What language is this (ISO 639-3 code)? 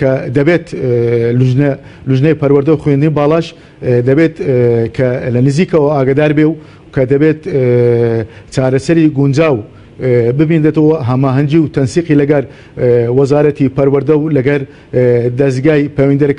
ckb